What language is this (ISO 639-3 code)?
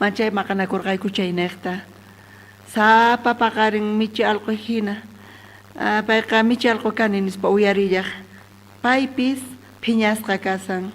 quh